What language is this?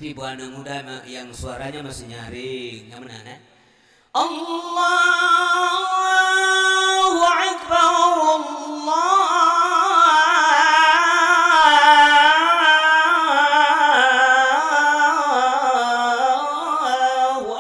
Achinese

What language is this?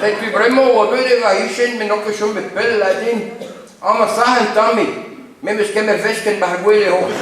Breton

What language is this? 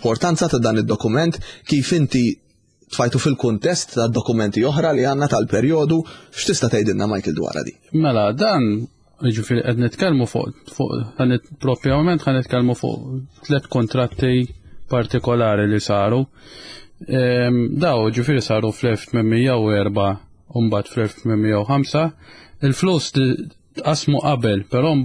Maltese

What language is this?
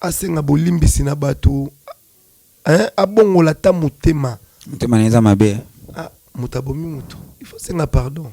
Lingala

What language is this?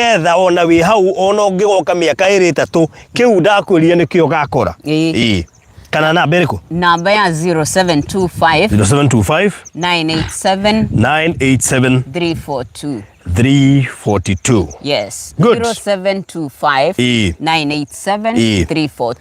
Kikuyu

